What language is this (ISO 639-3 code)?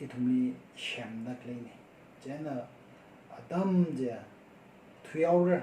nmf